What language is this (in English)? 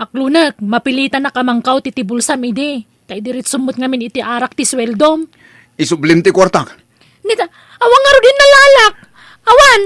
Iloko